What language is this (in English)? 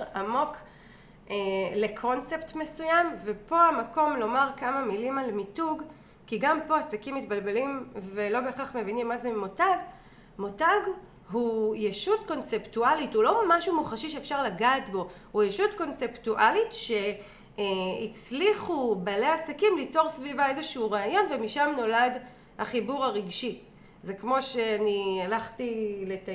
Hebrew